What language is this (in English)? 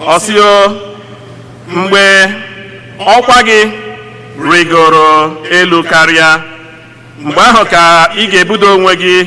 Igbo